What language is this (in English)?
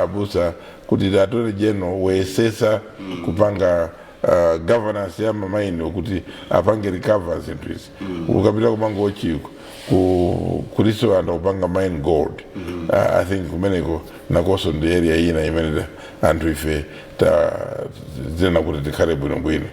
Nyanja